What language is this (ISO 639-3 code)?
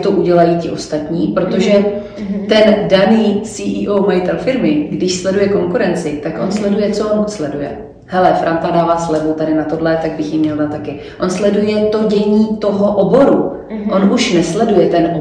ces